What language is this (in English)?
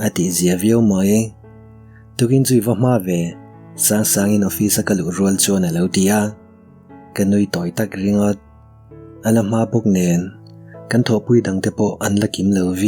Mizo